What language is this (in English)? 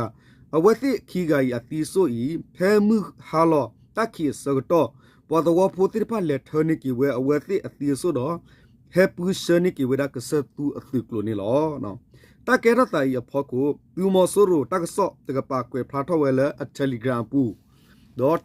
S'gaw Karen